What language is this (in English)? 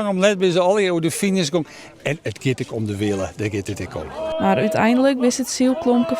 Western Frisian